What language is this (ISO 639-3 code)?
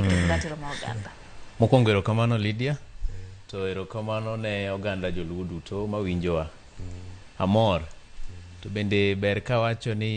luo